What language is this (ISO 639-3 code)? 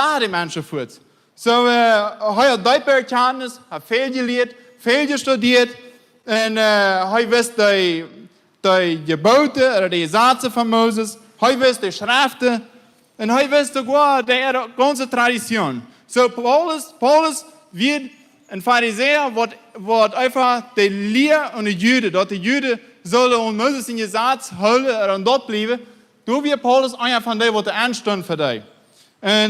pdt